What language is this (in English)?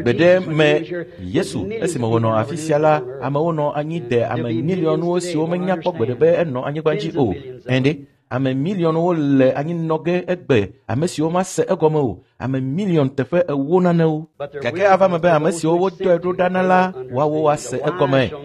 Ewe